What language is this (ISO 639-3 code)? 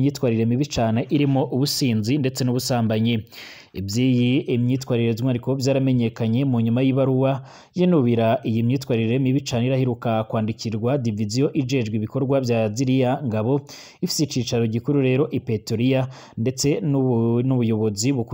run